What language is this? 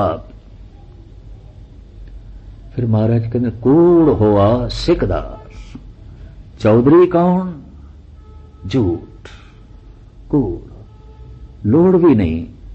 Punjabi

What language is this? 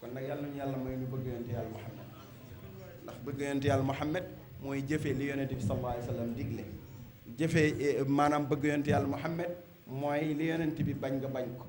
Wolof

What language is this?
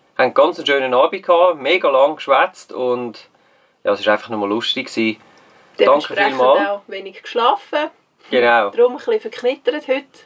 Swiss German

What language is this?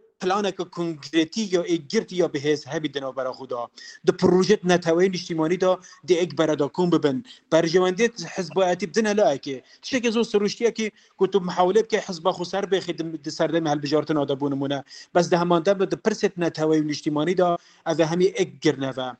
Kurdish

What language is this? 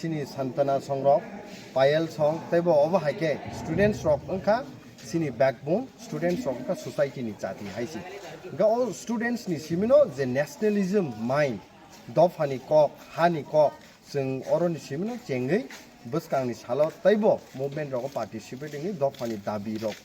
Kok Borok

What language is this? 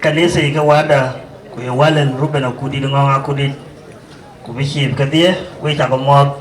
Dinka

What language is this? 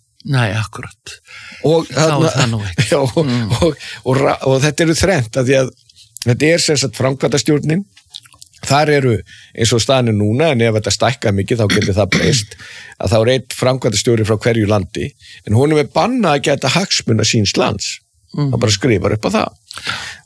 Icelandic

